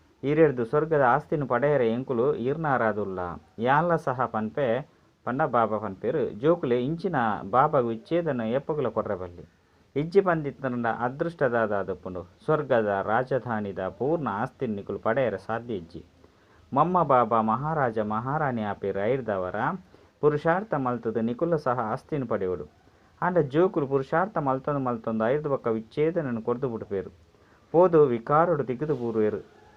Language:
Tulu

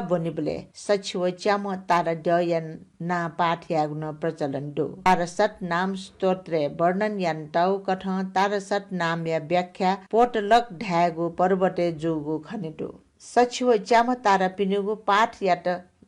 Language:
Newari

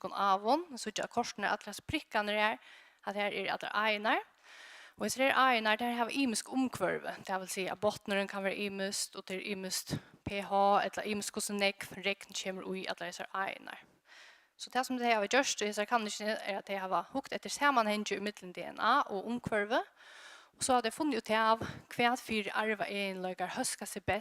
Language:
Faroese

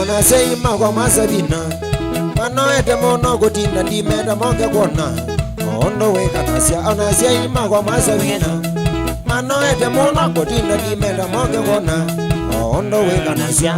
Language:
Kamba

